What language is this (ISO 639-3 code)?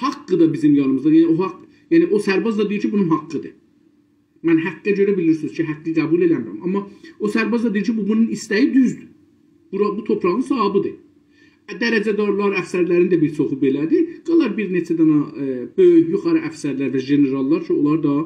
azb